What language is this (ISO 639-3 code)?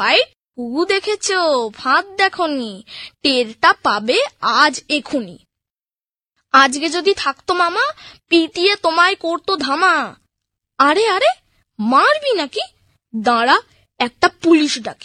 ben